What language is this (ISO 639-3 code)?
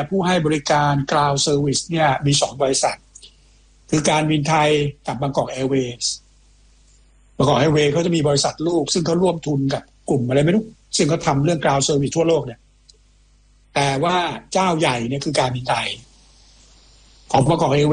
tha